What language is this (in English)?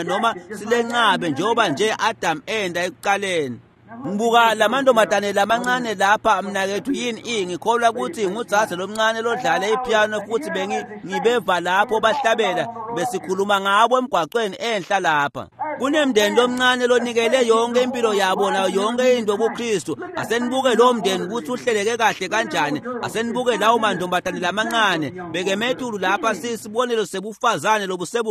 Swati